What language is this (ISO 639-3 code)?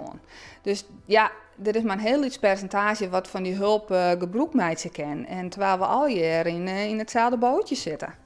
fry